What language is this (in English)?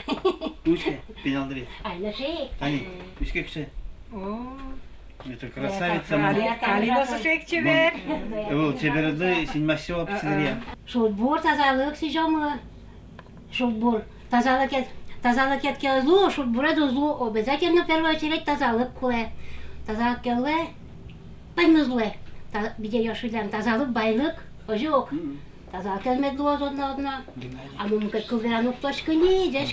Udmurt